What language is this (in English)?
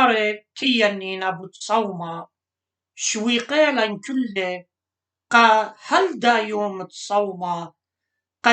Assyrian Neo-Aramaic